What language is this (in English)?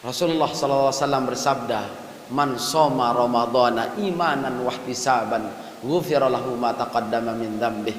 Sasak